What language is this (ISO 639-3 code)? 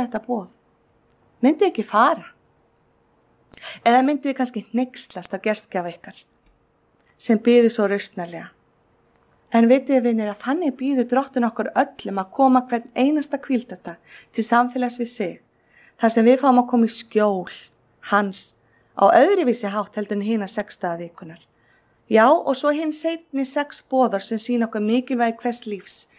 isl